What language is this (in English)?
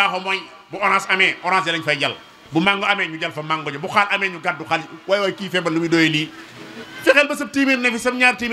Wolof